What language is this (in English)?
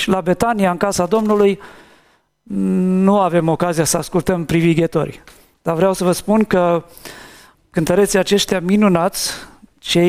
Romanian